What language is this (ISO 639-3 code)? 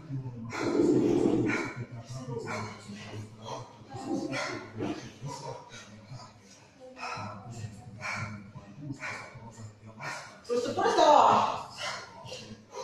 fin